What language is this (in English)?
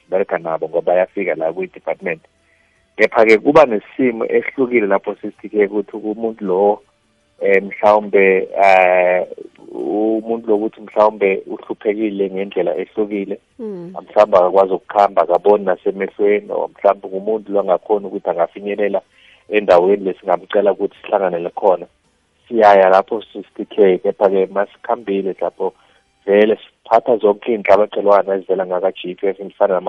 South Ndebele